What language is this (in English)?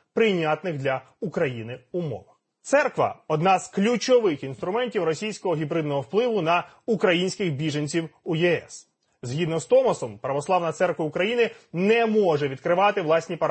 Ukrainian